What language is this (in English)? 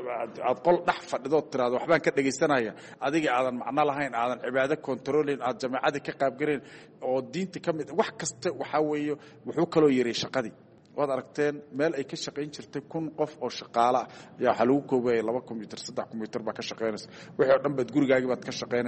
Somali